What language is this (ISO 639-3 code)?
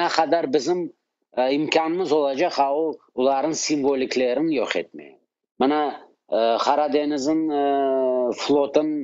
crh